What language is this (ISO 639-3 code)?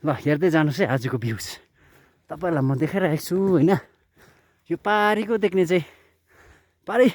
nep